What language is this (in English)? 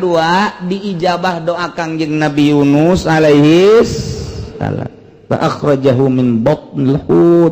Sundanese